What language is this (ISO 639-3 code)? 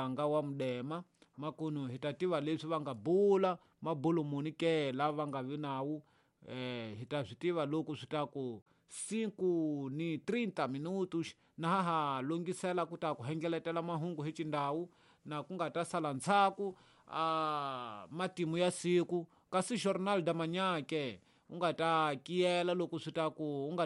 tso